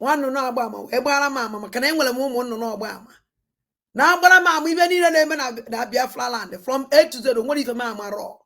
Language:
Igbo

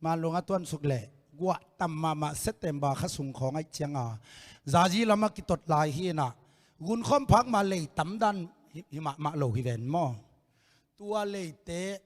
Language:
Tedim Chin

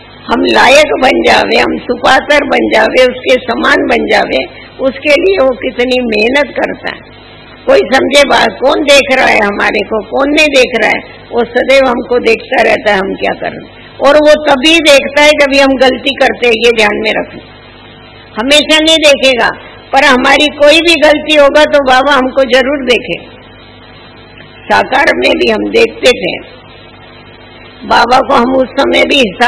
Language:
Hindi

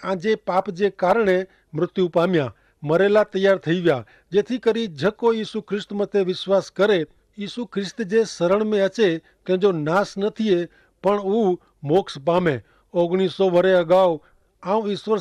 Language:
Kachhi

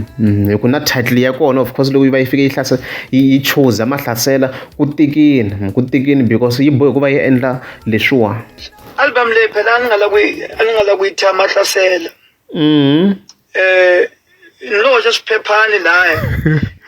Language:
Tsonga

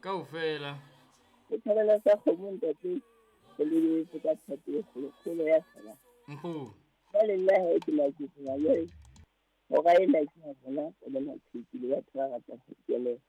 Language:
Southern Sotho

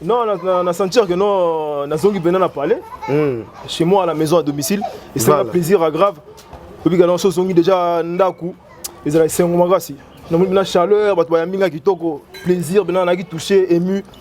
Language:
Lingala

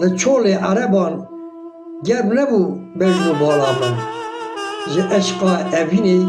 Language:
Kurdish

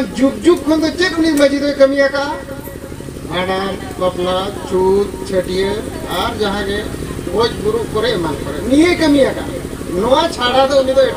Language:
Santali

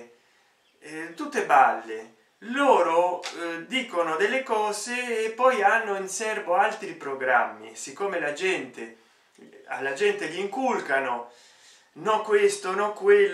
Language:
Italian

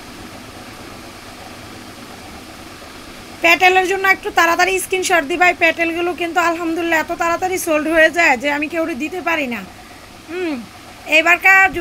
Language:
Bangla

